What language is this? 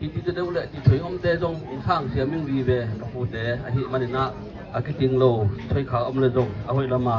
Tedim Chin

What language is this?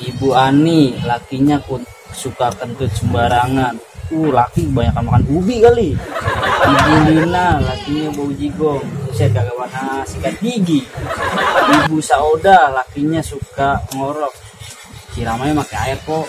Betawi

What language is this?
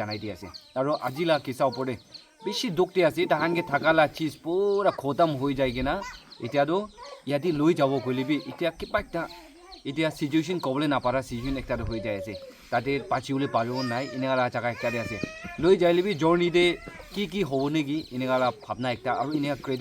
Naga Pidgin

